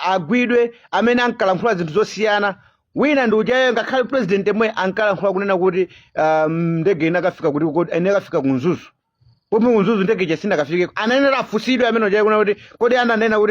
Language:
Nyanja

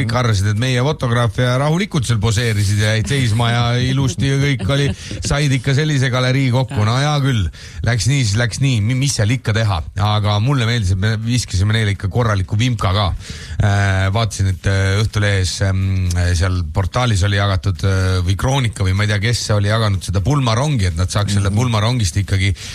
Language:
Estonian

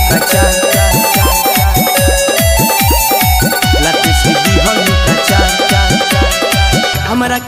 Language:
Bhojpuri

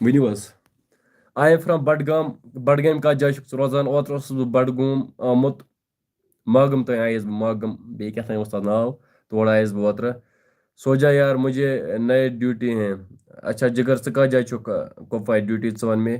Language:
Kashmiri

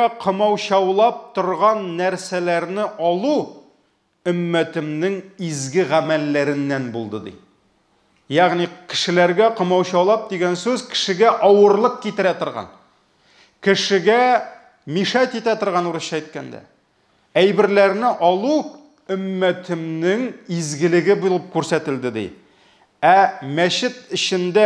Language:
Tatar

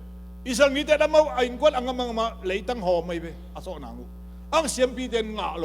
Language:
Tedim Chin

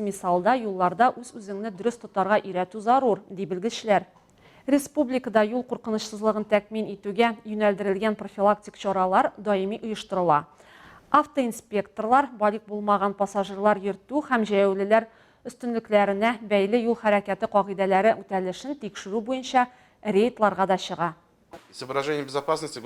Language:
Tatar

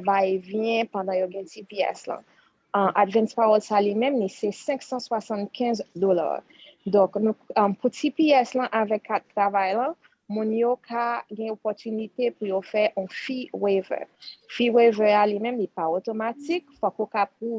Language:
Haitian Creole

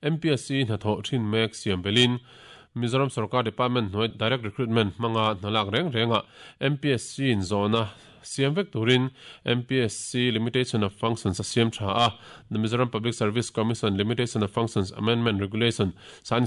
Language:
Mizo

